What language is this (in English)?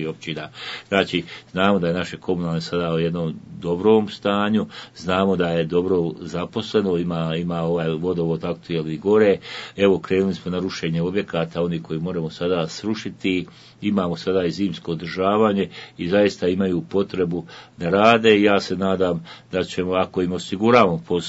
Bosnian